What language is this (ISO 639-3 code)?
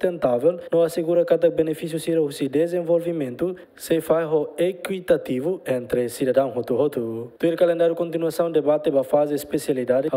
tet